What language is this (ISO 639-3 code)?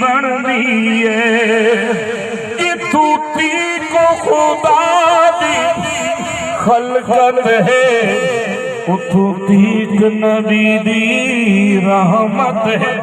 skr